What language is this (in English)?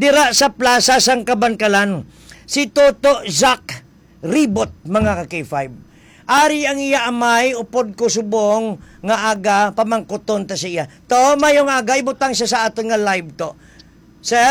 Hiligaynon